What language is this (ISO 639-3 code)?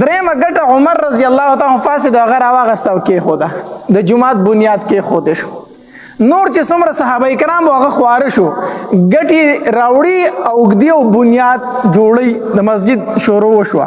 pus